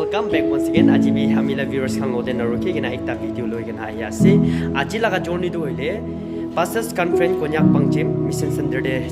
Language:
Naga Pidgin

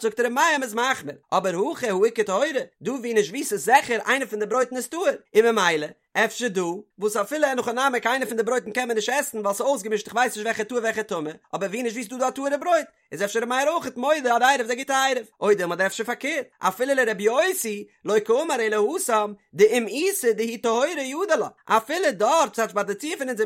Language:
Yiddish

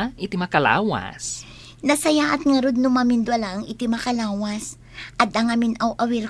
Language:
Iloko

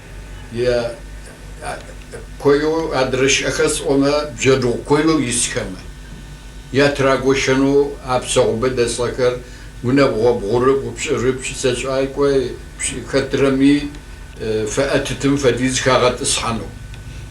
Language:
Kabardian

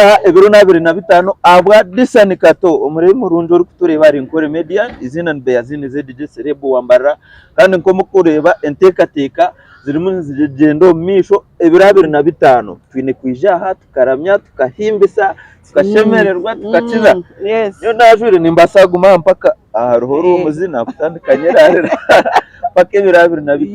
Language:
Nyankole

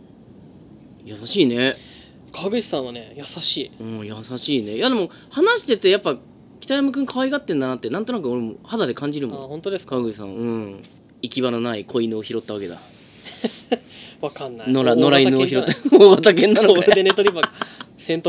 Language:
Japanese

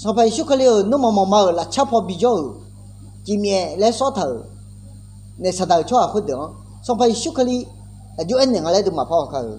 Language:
Akha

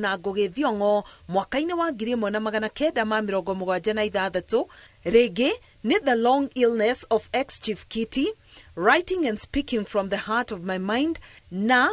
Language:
Kikuyu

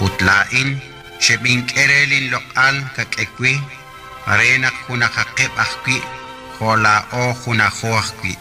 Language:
Kekchí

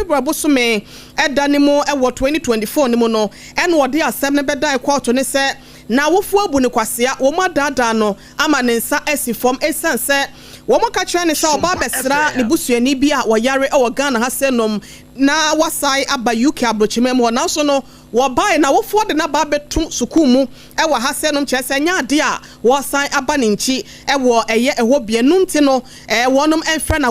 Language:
Akan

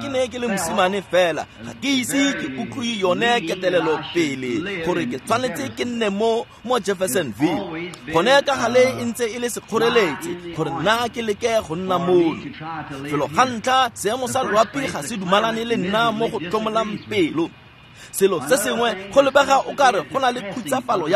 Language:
Tswana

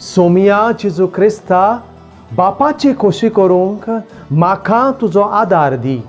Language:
Konkani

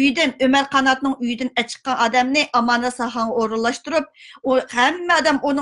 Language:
Uyghur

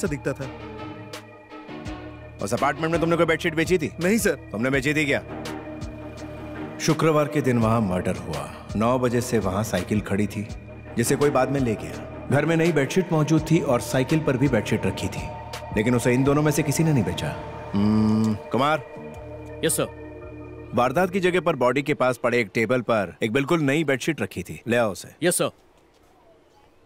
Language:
Hindi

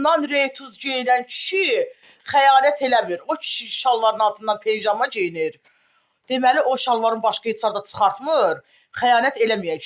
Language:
Azerbaijani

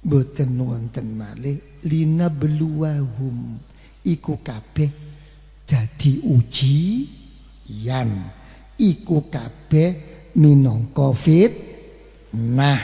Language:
Javanese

